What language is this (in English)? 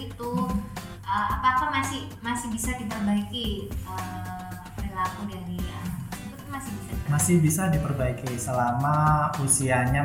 Indonesian